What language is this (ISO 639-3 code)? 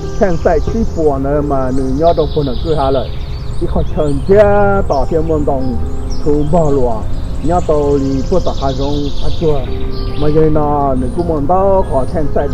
hmn